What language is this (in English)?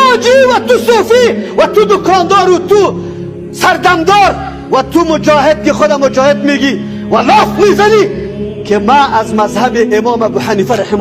Tajik